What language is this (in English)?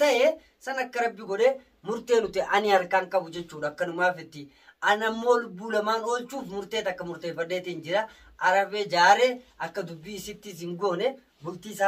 Oromo